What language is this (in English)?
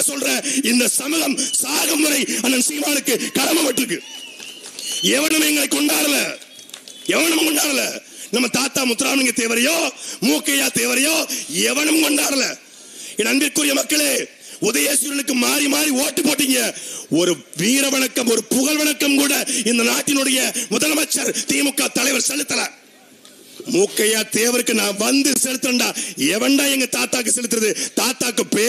Tamil